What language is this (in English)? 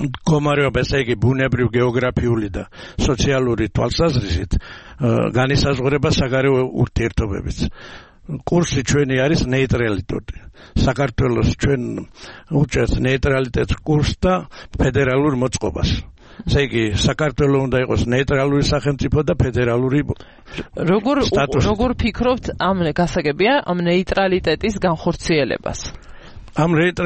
Georgian